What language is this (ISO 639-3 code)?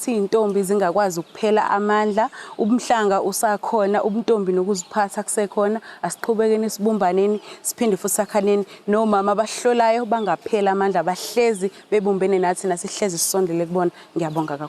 zul